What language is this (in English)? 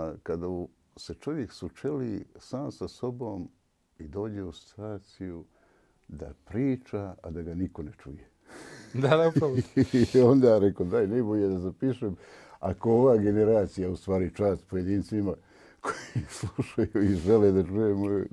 Bosnian